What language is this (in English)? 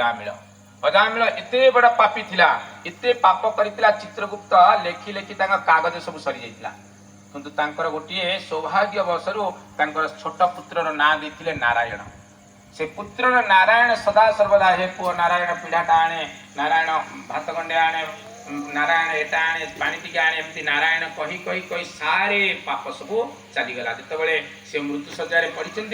Odia